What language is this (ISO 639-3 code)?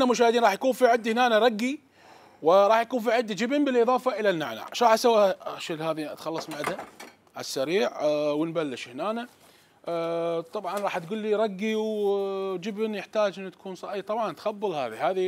acm